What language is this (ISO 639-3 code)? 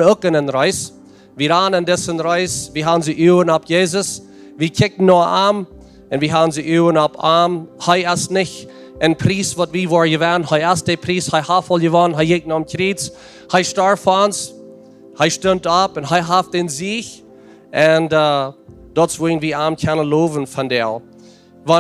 pdt